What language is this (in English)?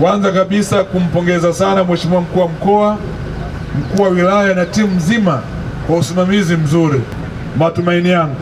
Swahili